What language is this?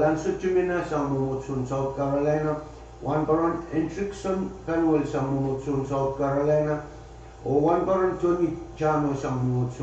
Pohnpeian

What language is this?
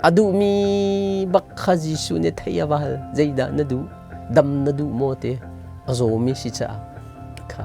Hakha Chin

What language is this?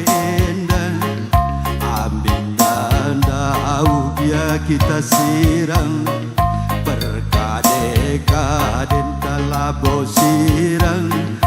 Batak Karo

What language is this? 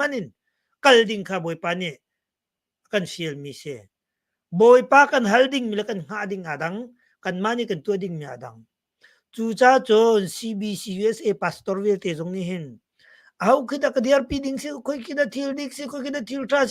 Hakha Chin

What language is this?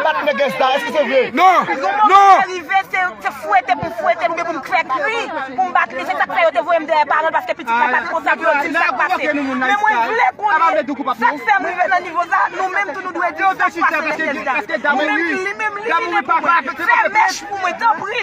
Haitian Creole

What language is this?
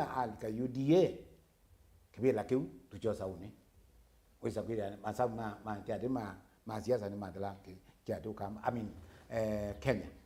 Kamba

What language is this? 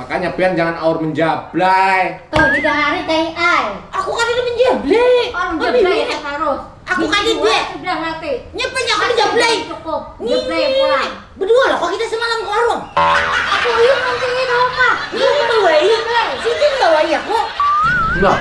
Banjar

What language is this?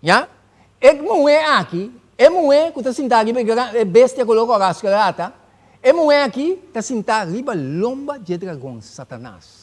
Papiamento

